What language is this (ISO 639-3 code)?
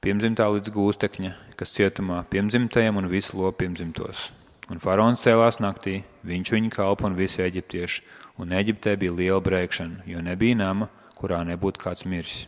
lav